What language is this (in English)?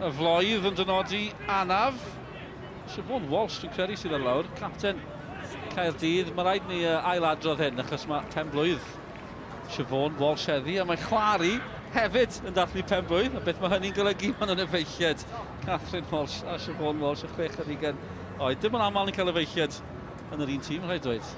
Welsh